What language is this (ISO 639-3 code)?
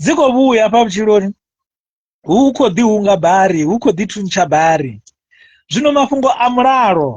ven